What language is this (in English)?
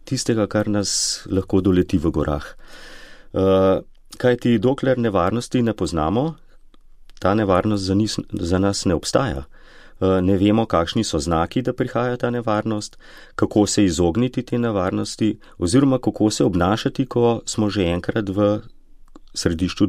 Slovenian